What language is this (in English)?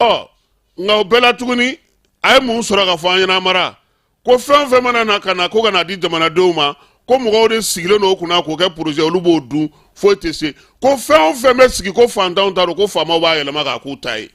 Bambara